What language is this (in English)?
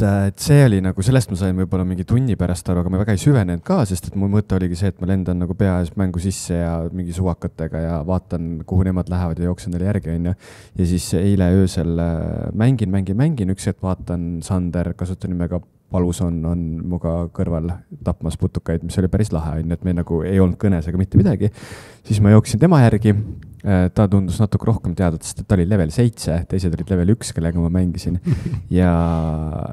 Estonian